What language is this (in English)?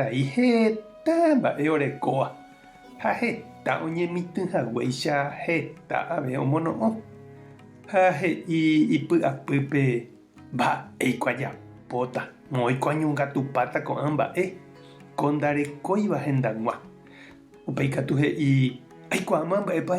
Guarani